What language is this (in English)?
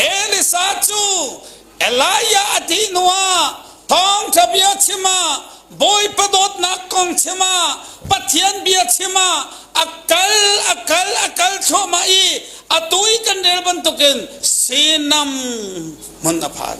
Hakha Chin